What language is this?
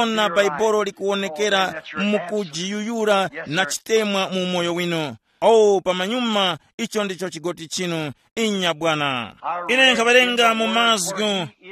Tumbuka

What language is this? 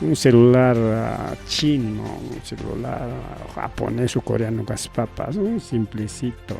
Ayacucho Quechua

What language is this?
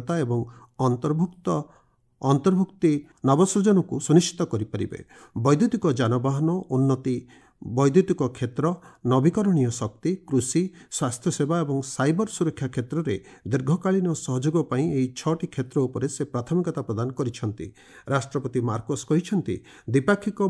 Odia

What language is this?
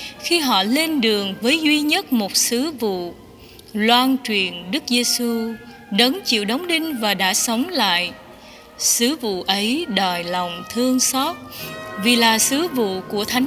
Vietnamese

